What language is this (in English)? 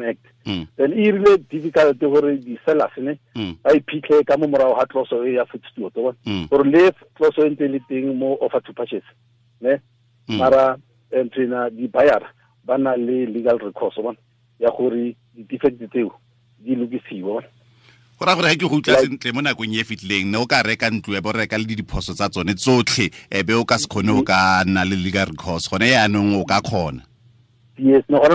Tswana